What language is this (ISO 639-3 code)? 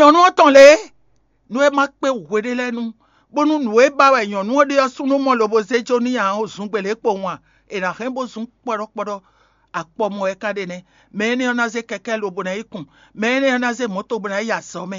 fon